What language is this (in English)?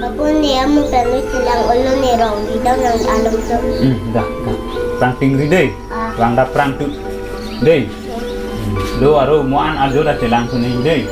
Karbi